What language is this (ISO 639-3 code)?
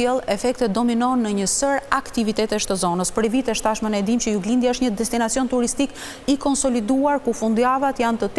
sqi